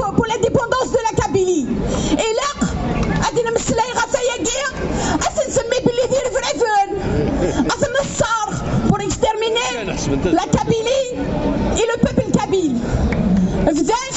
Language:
Kabyle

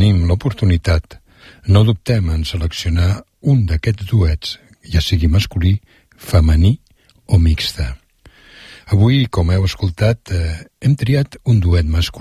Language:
Catalan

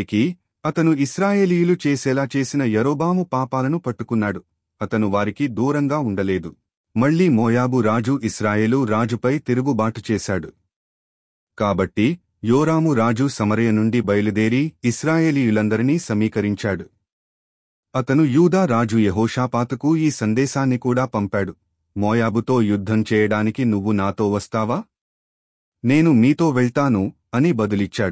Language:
Telugu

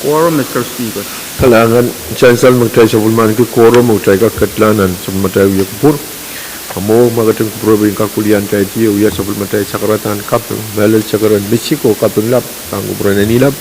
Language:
Pohnpeian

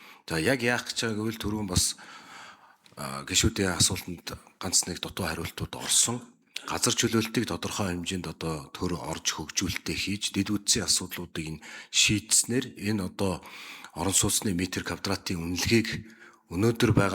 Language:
Mongolian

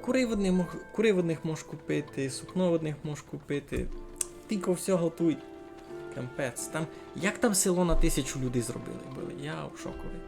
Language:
Rusyn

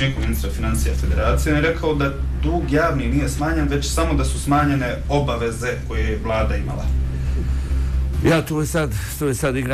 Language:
Bosnian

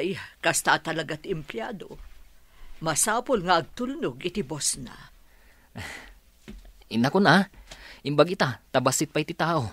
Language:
Iloko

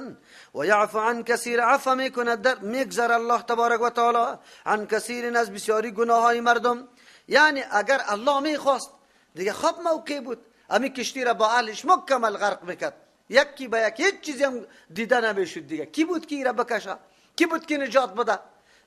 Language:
Persian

